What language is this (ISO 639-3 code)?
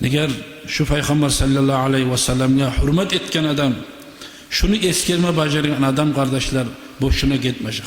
kum